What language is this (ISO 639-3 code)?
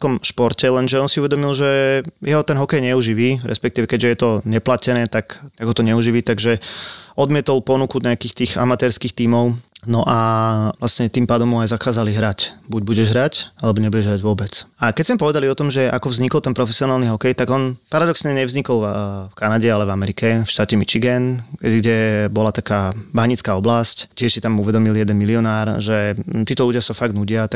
slk